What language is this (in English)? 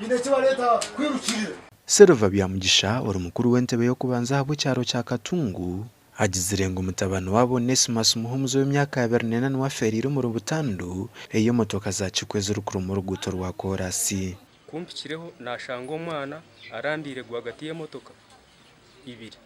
Nyankole